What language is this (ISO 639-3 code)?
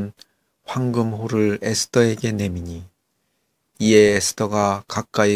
kor